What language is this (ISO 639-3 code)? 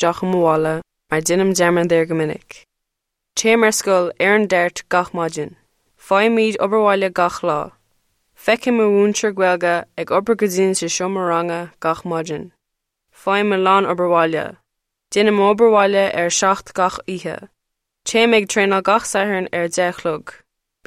gle